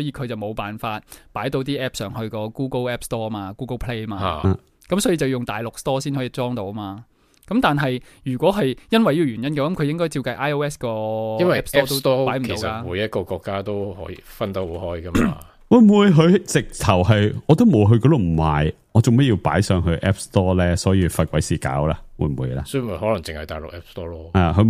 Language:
Cantonese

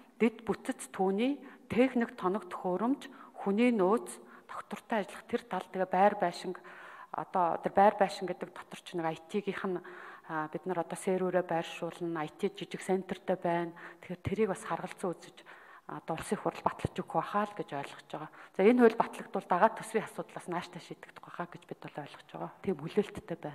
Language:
Mongolian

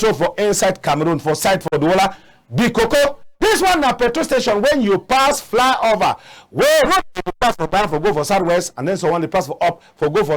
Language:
Cameroon Pidgin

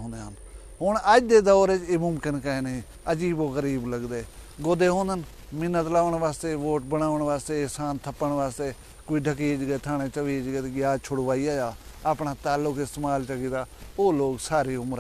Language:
Saraiki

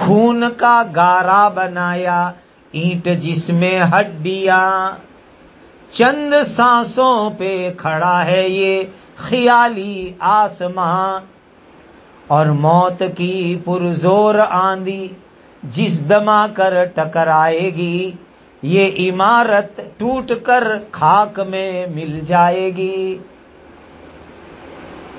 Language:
Urdu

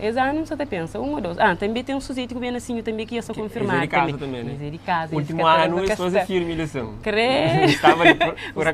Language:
Kabuverdianu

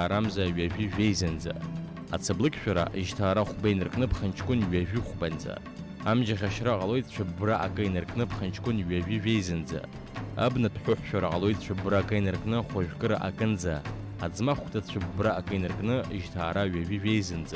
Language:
Abkhazian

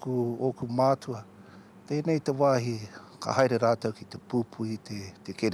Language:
Māori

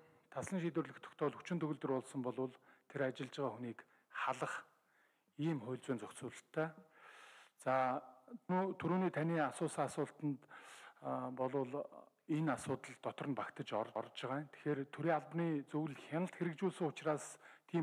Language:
Mongolian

